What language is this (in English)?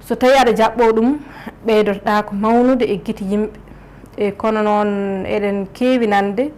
Fula